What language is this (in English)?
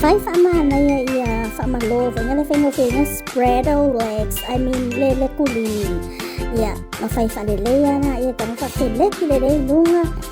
Samoan